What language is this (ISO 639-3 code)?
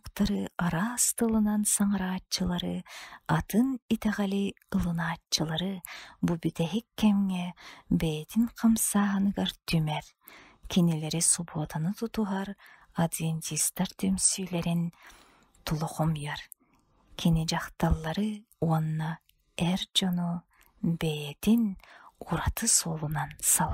sah